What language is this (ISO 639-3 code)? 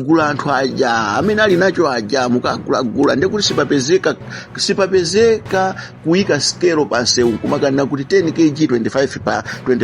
nya